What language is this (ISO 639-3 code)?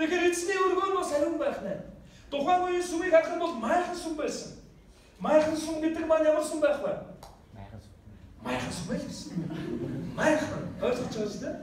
mon